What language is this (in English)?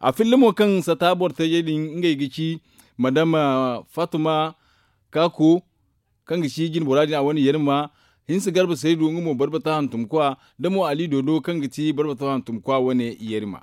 Zarma